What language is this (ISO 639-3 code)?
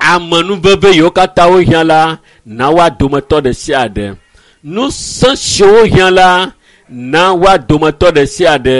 ewe